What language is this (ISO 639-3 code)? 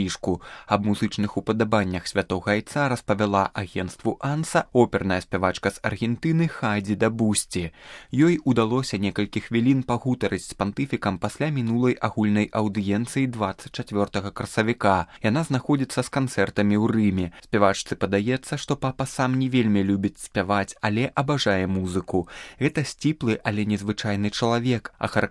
bel